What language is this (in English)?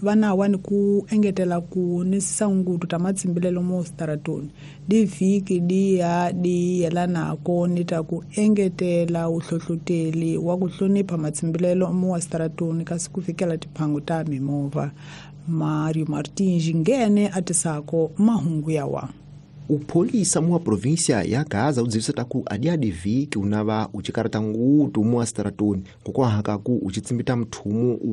Tsonga